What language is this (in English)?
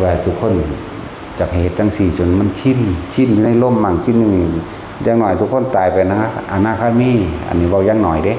Northeastern Thai